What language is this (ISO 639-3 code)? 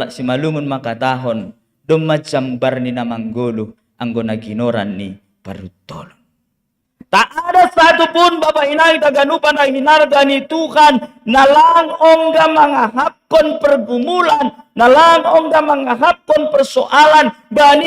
bts